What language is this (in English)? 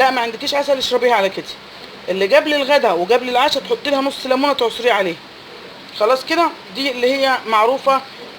Egyptian Arabic